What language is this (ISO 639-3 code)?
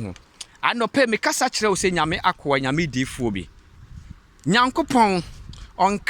aka